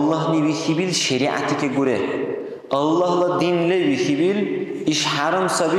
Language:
Dargwa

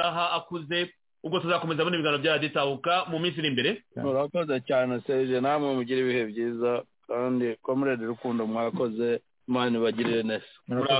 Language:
Kinyarwanda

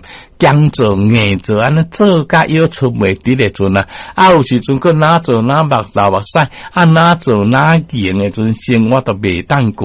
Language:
Min Nan Chinese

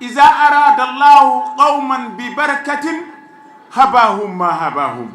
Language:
Fula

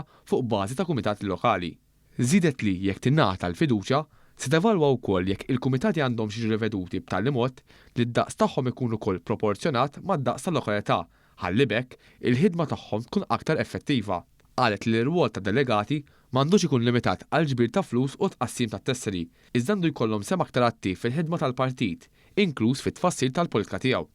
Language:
Maltese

